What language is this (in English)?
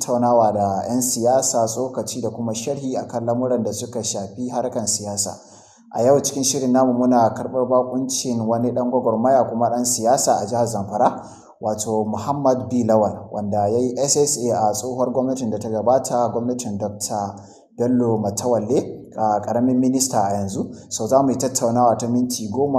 Hausa